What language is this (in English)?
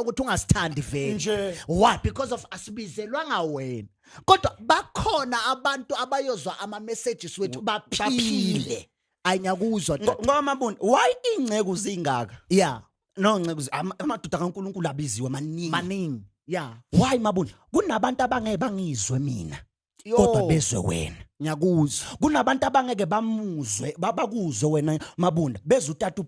Zulu